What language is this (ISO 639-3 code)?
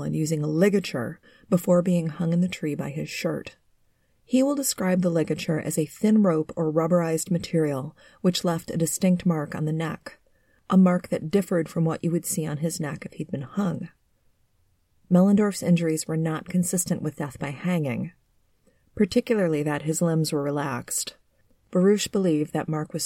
eng